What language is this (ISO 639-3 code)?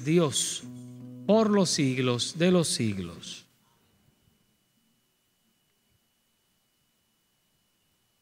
spa